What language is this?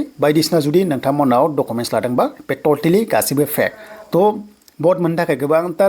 Bodo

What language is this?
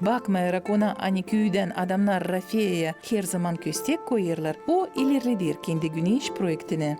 Gagauz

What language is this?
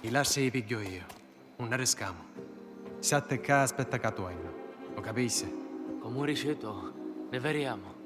Sicilian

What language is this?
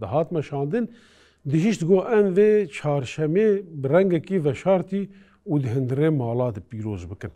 Kurdish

